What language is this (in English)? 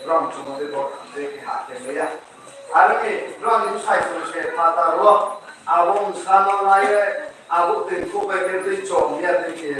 Riang (India)